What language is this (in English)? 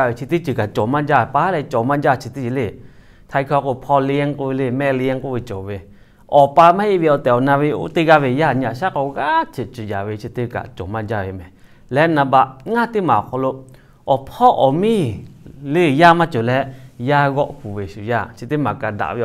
Lahu